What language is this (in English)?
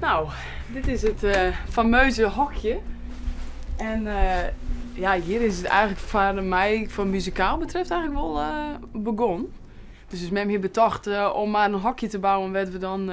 Western Frisian